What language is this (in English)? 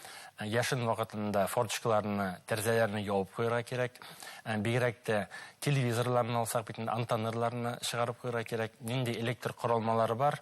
Bashkir